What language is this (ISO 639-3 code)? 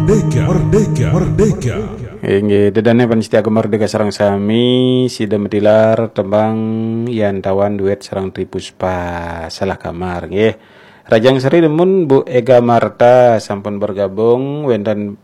ban